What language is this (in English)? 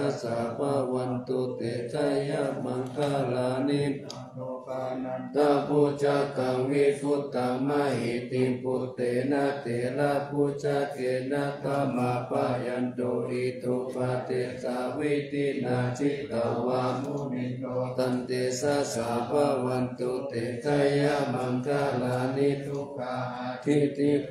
Pali